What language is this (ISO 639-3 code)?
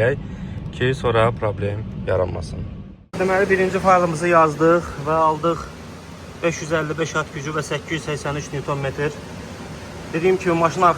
aze